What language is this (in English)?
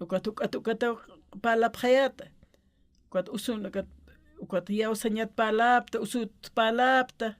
Aymara